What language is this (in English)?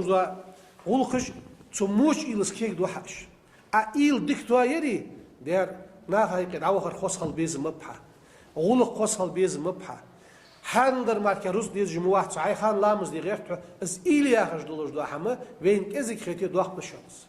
Ingush